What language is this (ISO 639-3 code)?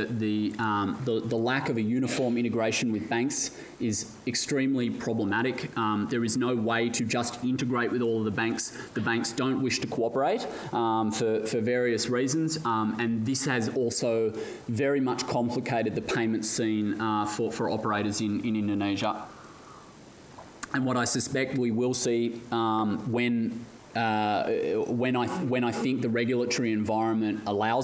eng